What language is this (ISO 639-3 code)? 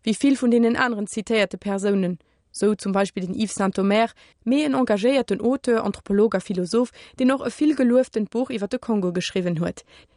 ltz